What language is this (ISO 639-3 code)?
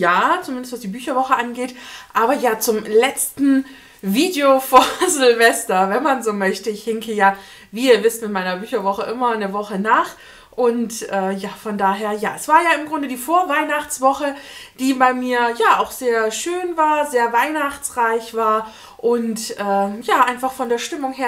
deu